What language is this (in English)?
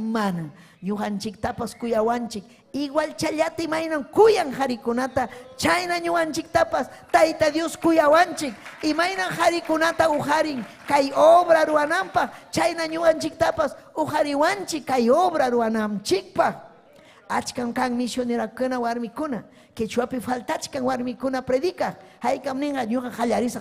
Ayacucho Quechua